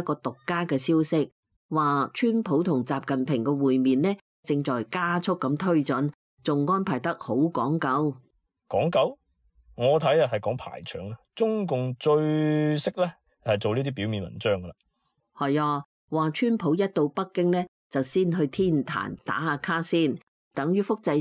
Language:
Cantonese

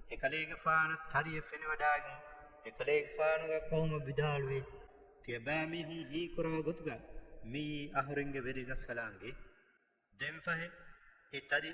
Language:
Divehi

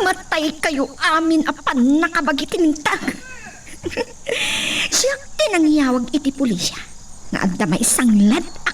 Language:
Iloko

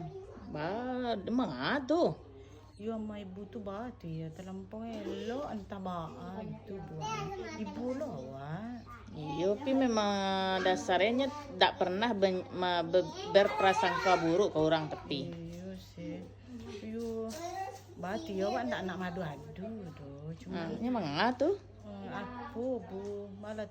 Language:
Minangkabau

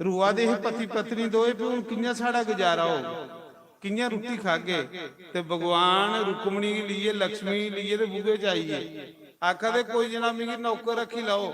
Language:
Dogri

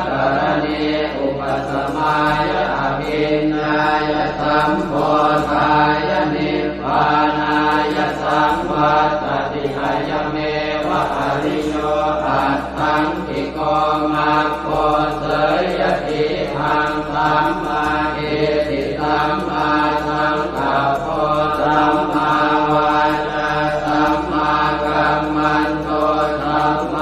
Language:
Pali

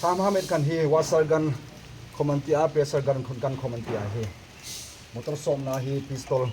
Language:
Hmar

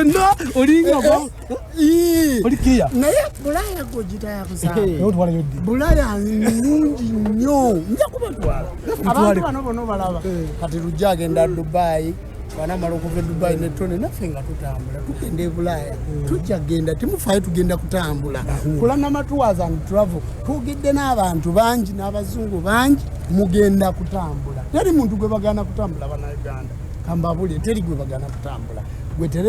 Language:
Ganda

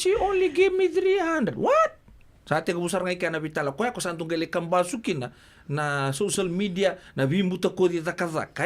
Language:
Fijian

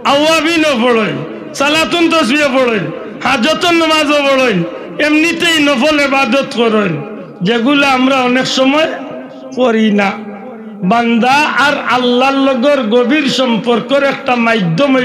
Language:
Sylheti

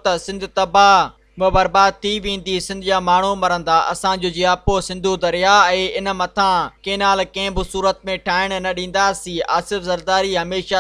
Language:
Sindhi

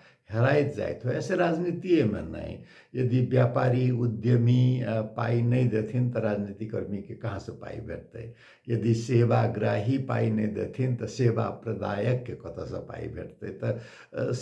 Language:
Maithili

